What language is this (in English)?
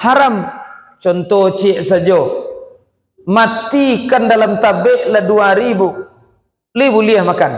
Minangkabau